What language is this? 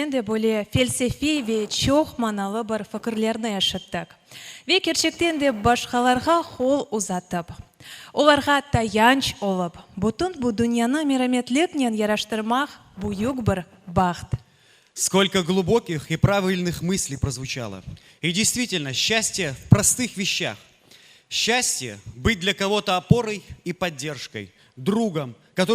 Crimean Tatar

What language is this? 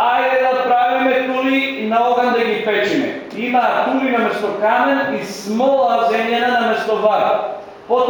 Macedonian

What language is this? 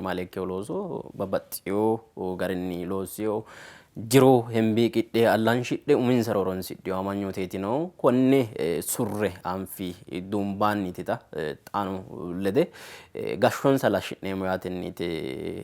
Sidamo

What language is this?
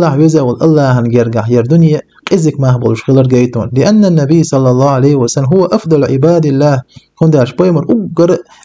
Chechen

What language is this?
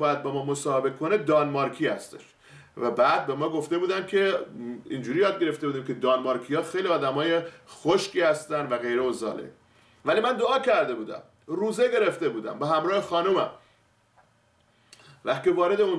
Persian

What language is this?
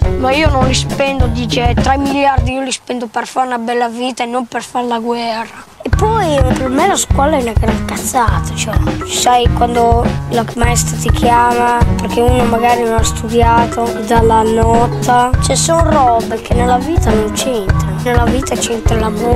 Italian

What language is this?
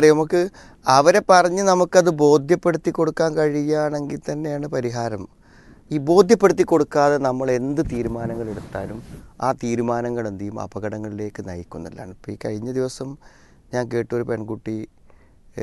Malayalam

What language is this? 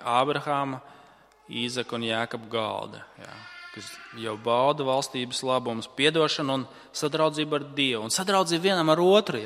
Latvian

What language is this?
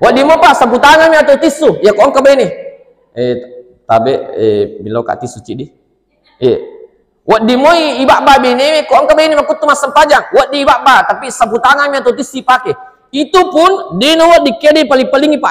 Buginese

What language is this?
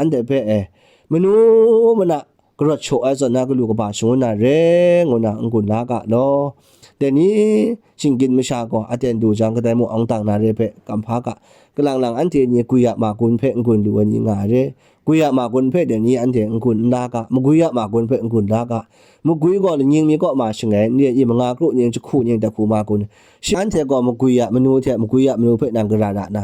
Kachin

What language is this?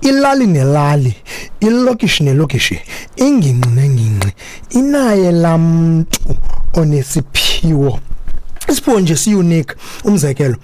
Xhosa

